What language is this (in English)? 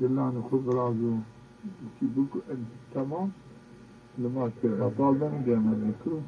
Zaza